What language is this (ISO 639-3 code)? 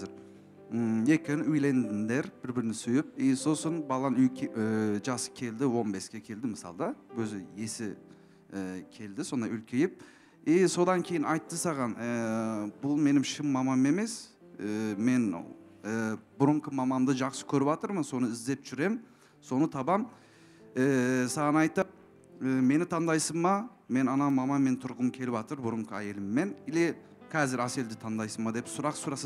kaz